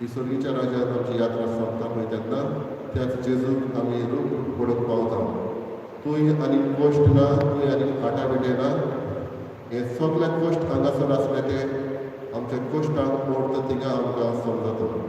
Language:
Konkani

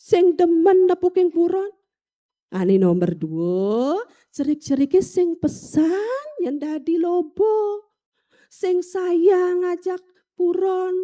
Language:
Balinese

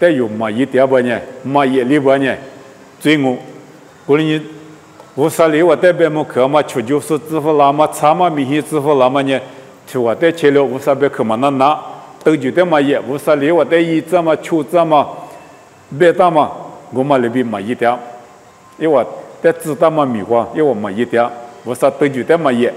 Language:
Lisu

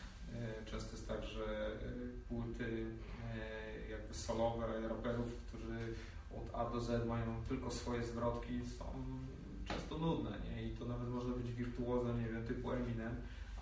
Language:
Polish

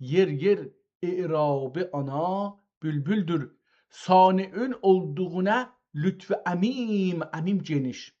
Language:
South Azerbaijani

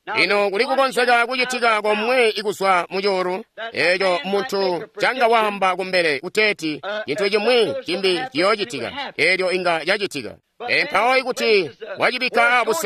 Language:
Tonga (Zambia)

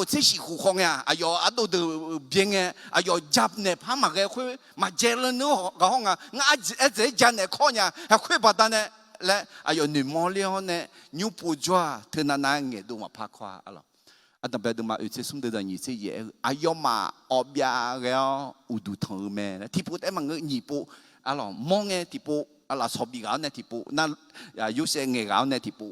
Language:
Akha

